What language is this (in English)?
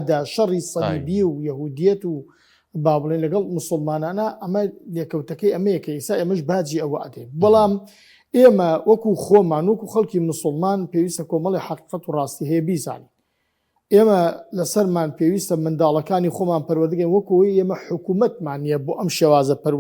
Central Kurdish